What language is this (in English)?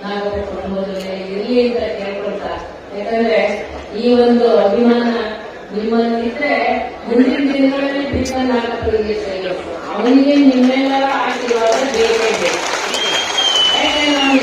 Kannada